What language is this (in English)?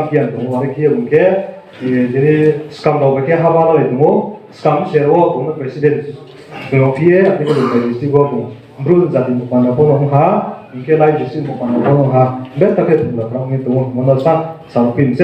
Riang (India)